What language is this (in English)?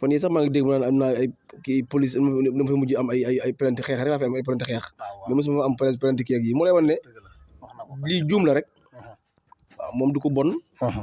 Wolof